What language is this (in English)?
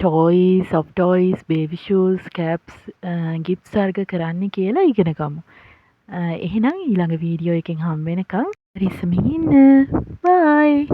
Sinhala